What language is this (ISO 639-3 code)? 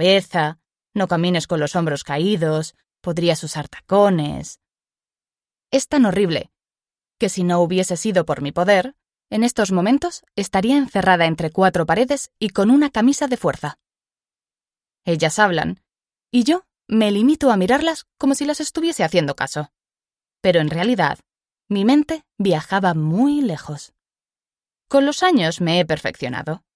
spa